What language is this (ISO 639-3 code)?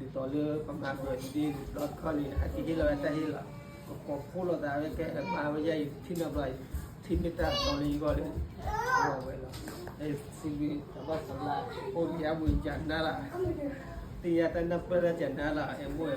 ksw